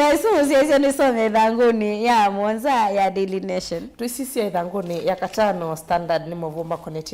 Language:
Kamba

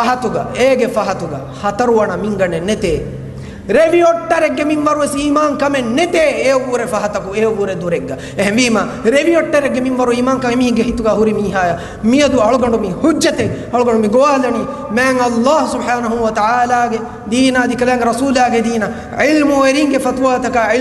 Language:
Divehi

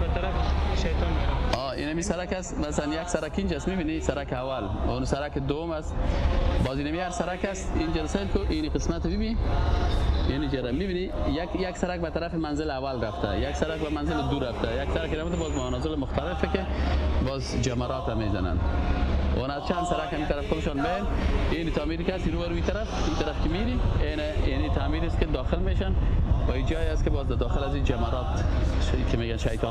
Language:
Persian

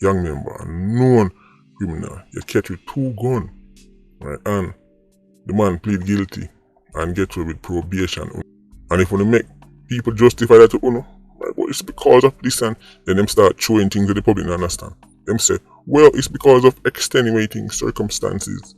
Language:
Jamaican Creole English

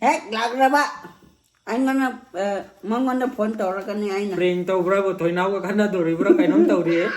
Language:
Manipuri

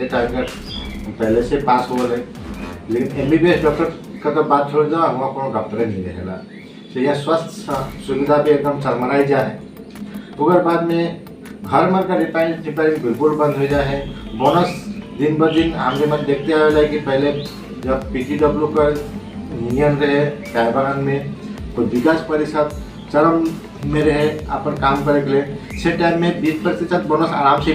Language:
Sadri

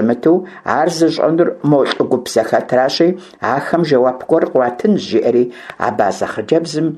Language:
Kabardian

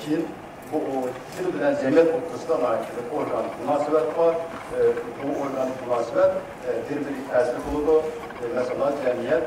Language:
Uyghur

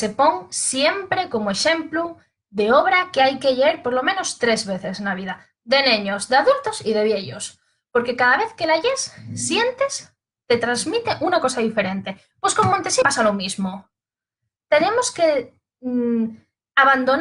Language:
Asturian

